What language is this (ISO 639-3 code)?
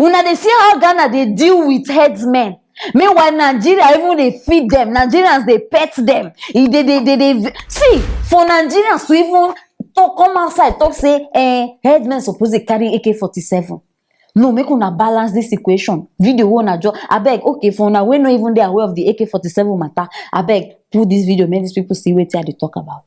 pcm